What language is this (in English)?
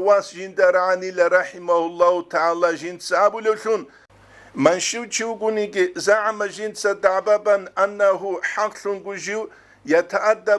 Avaric